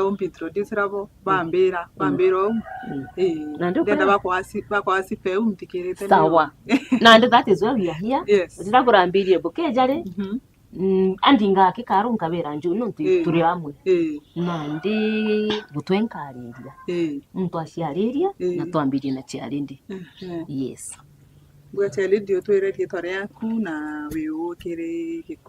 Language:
Meru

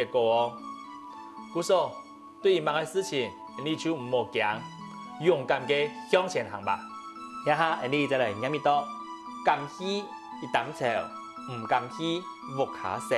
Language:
Hakka Chinese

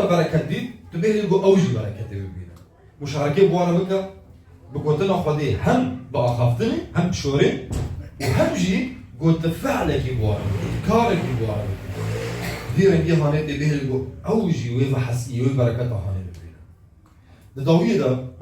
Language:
Kurdish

